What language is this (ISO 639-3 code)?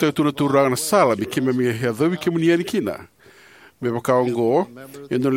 fij